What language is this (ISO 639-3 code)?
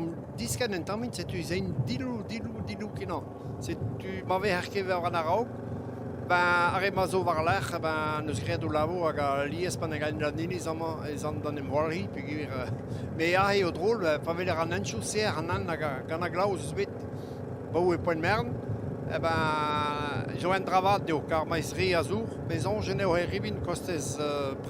bre